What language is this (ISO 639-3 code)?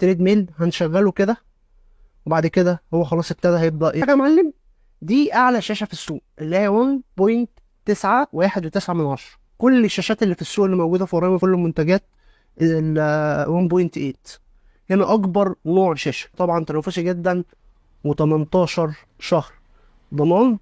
arz